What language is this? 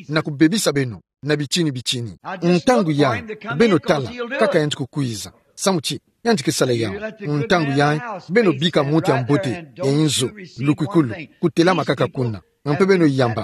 Kituba (Democratic Republic of Congo)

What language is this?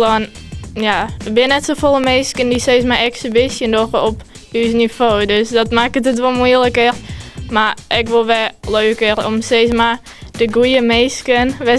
Western Frisian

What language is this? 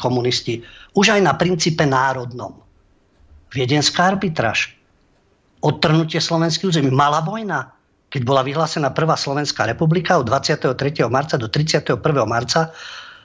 Slovak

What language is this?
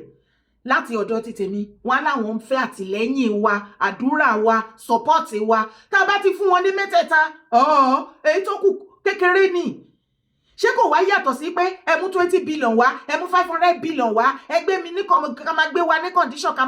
Yoruba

